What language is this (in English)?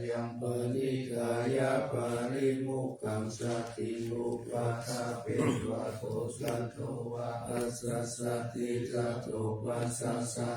Pali